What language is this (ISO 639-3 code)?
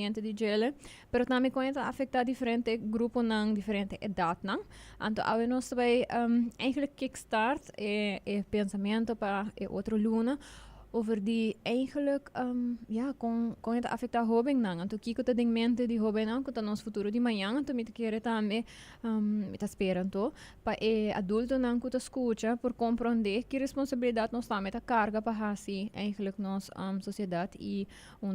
pap